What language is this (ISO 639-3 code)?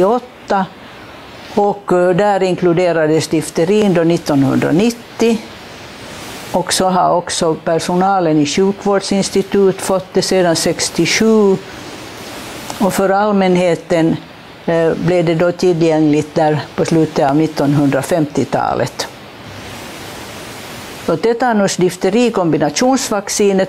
swe